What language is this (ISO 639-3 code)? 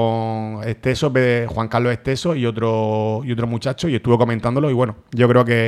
spa